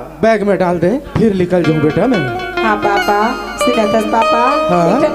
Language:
Chhattisgarhi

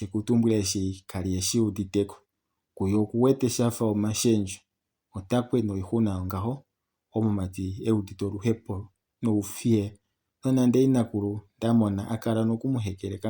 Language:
Kuanyama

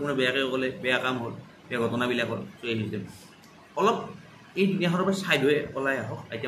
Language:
Assamese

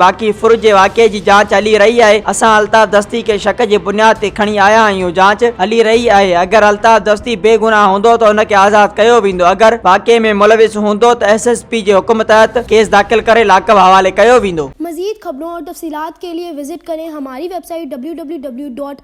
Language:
Sindhi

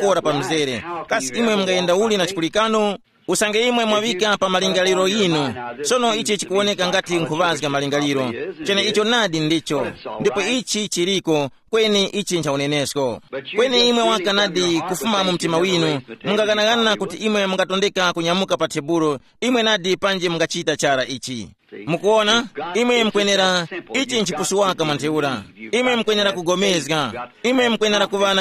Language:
Tumbuka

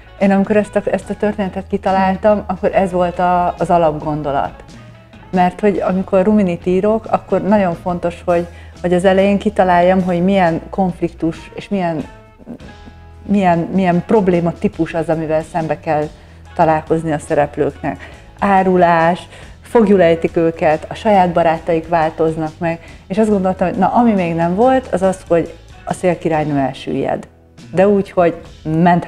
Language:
Hungarian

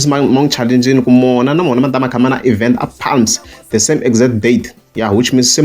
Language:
Tsonga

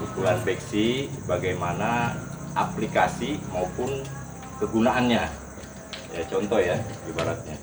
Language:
Betawi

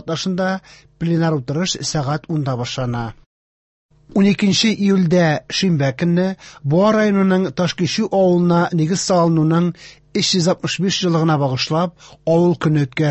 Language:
Tatar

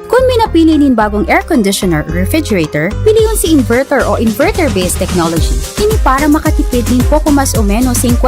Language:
Bikol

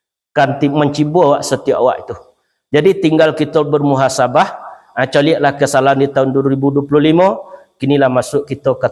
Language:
Minangkabau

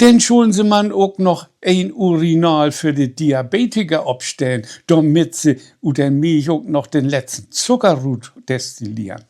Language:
Low German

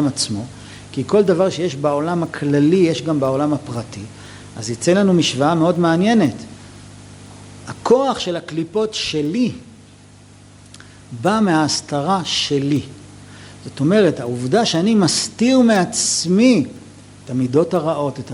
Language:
Hebrew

